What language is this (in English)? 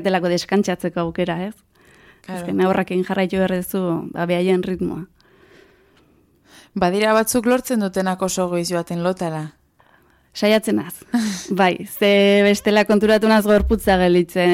Basque